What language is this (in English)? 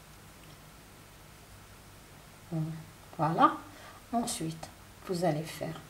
French